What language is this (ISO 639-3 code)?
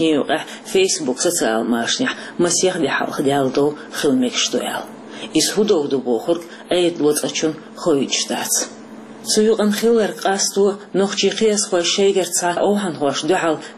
che